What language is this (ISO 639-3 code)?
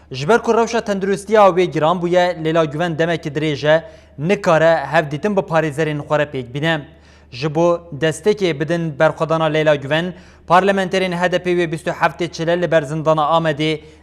kur